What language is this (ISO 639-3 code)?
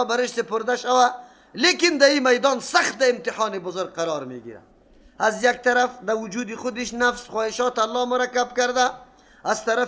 fas